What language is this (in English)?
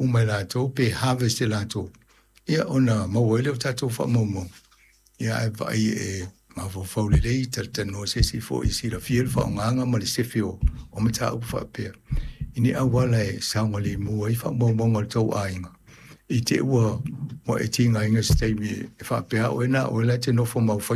Samoan